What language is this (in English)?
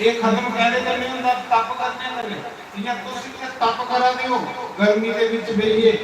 Dogri